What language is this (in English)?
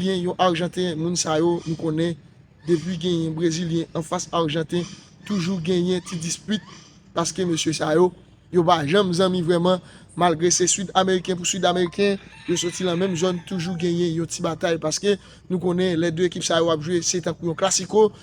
Haitian Creole